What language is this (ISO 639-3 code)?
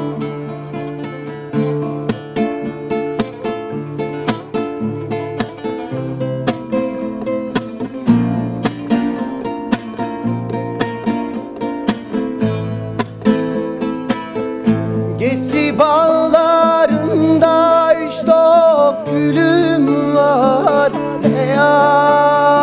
tur